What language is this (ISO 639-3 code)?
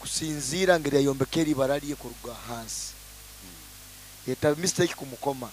nyo